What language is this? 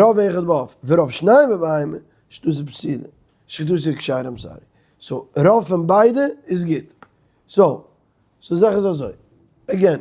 Yiddish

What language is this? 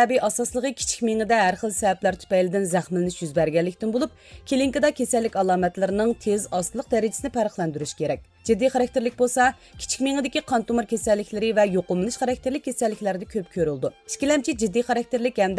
Uyghur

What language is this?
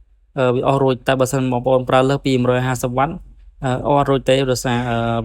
Khmer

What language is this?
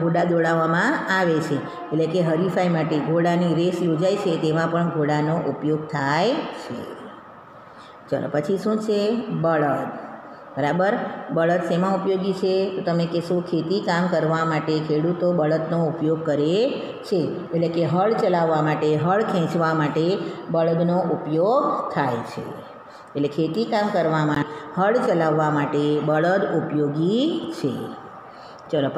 Gujarati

